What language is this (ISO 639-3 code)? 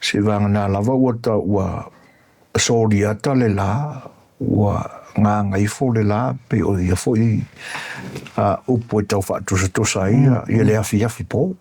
smo